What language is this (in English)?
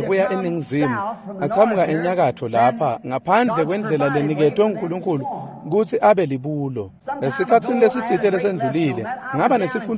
Swati